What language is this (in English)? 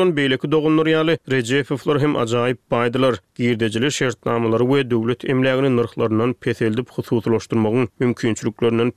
Turkmen